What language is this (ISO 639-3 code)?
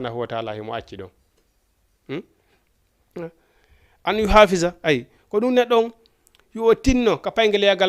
ful